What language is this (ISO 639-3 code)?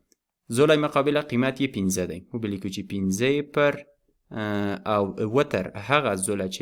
pus